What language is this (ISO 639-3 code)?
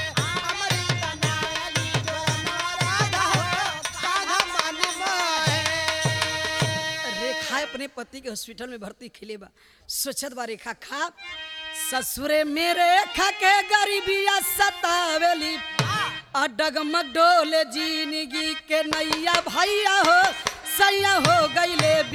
bho